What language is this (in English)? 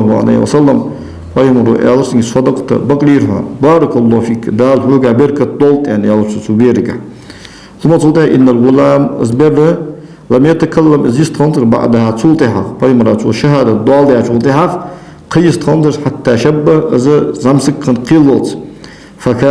Ingush